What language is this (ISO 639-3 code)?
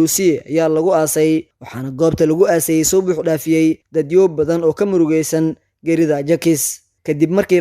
som